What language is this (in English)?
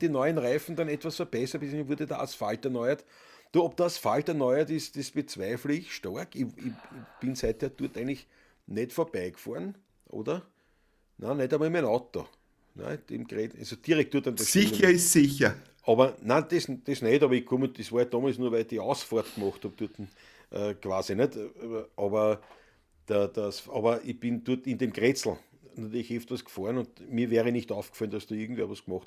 Bavarian